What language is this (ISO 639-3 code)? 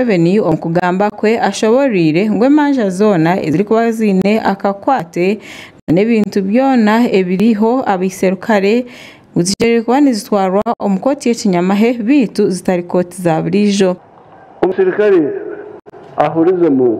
nyn